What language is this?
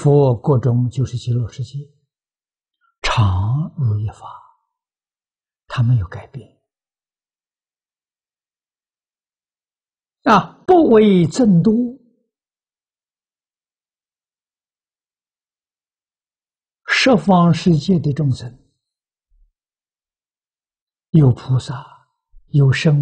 Chinese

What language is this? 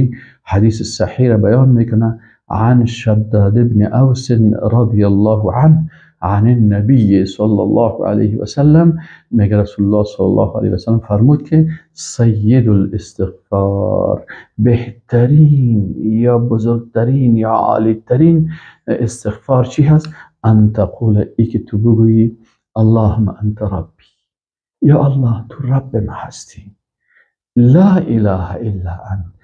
Persian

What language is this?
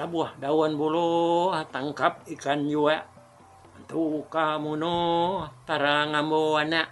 Iban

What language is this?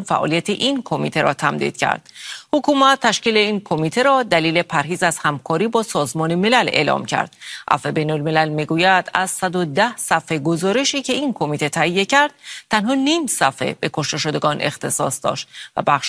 Persian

